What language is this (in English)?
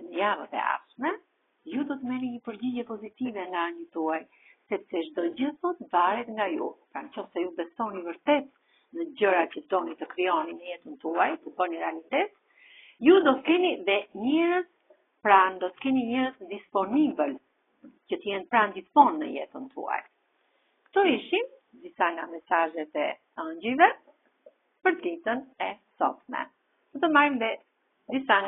Albanian